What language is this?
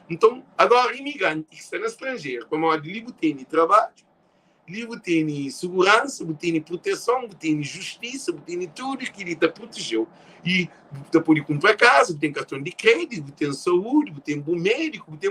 Kabuverdianu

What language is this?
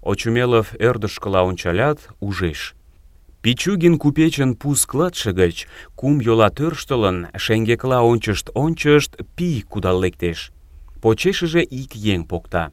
Mari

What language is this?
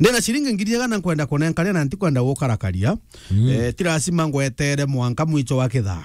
Meru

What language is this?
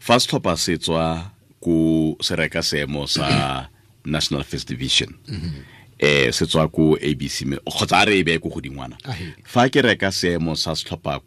Tswana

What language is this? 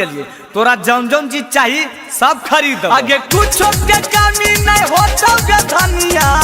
Magahi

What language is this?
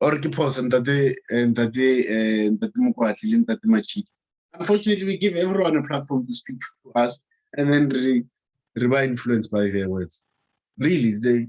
Southern Sotho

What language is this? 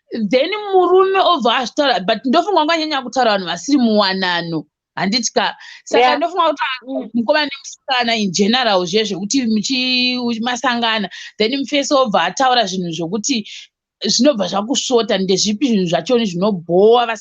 Shona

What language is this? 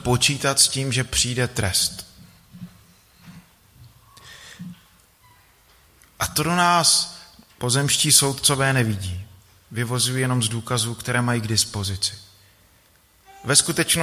Czech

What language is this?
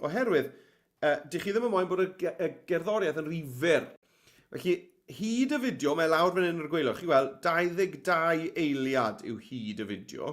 Welsh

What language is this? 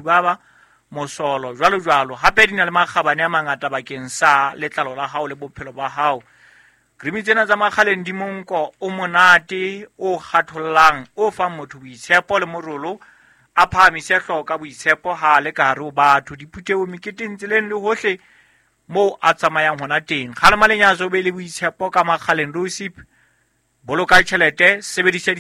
Southern Sotho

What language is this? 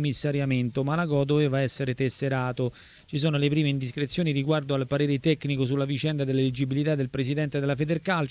Italian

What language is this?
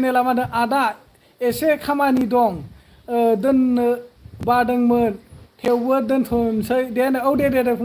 Bodo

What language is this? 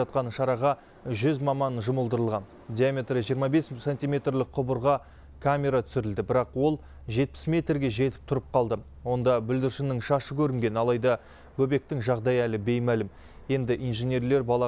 Kazakh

